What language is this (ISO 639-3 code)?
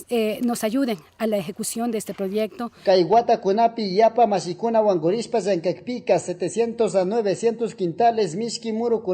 qug